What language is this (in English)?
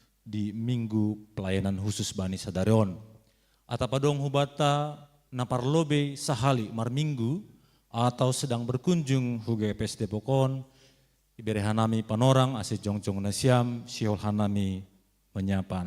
Batak Simalungun